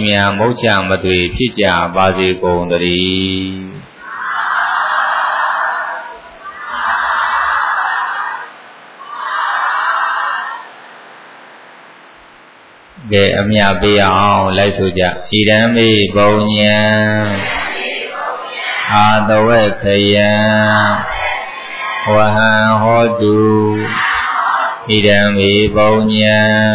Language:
Burmese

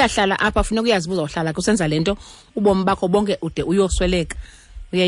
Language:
Xhosa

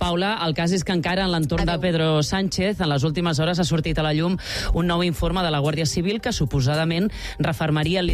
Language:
Catalan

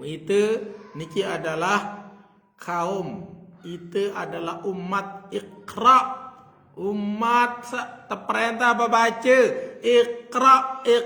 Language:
Sasak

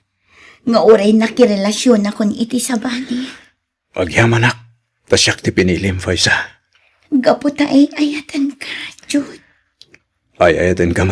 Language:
Iloko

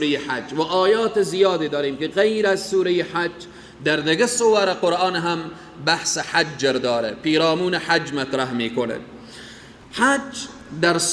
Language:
Persian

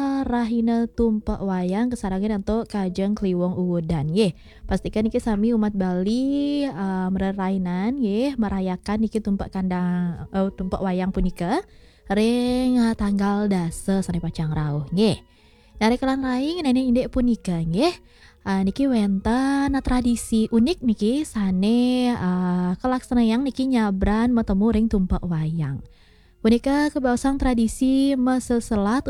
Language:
Balinese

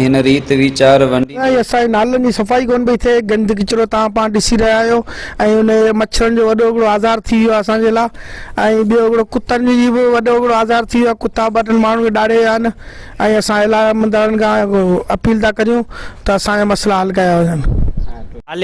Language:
Sindhi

